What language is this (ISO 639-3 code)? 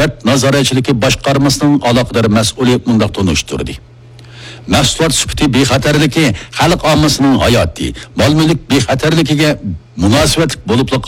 uig